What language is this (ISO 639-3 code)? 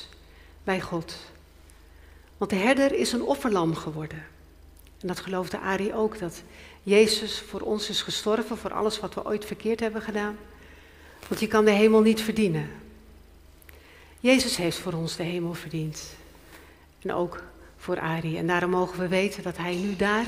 nld